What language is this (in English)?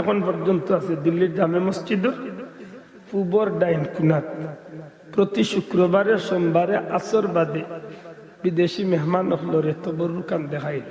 Sylheti